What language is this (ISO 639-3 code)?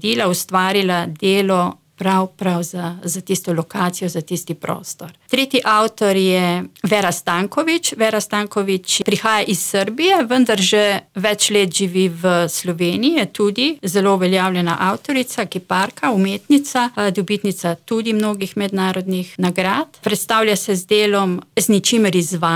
slv